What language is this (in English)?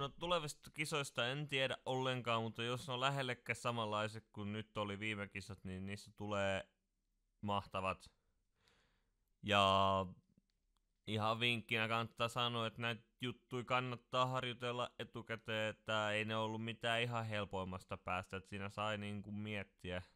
Finnish